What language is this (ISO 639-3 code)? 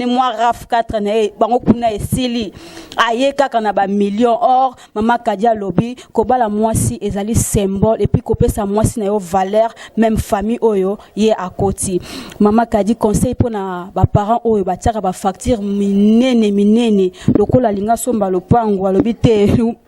lin